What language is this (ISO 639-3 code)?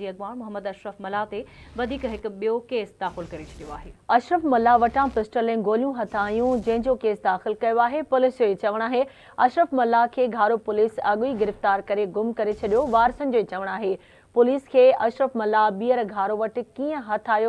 snd